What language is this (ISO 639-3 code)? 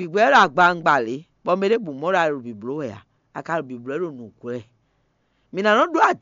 fon